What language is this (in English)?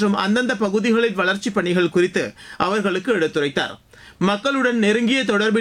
Tamil